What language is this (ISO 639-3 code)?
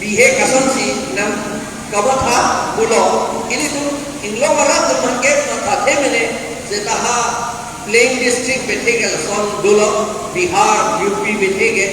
mjw